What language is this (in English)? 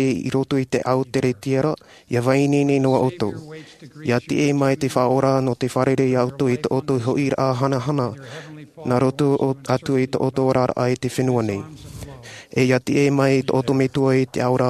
Tahitian